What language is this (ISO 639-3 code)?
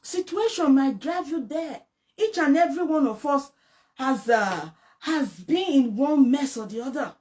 pcm